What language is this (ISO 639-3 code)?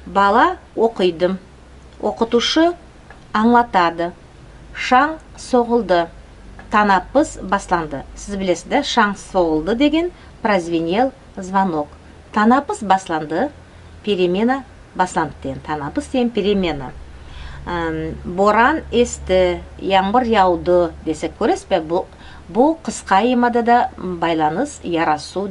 nog